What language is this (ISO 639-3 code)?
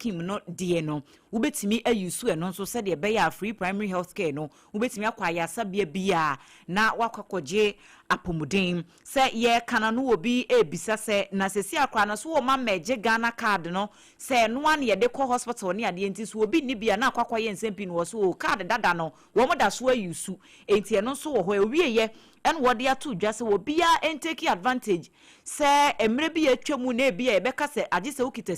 aka